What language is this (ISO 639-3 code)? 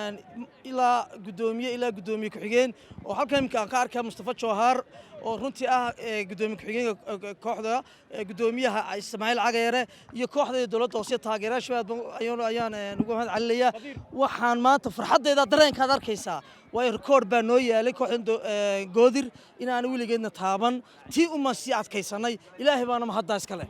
som